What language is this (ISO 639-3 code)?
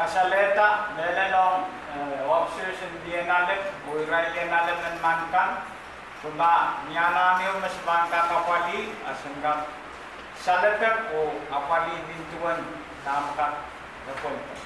pon